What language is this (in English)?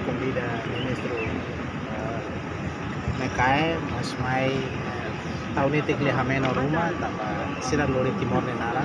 Tetum